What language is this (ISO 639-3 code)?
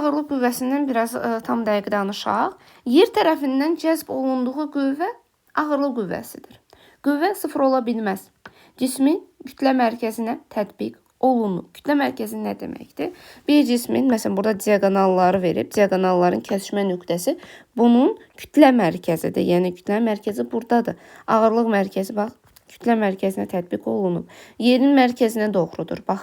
aze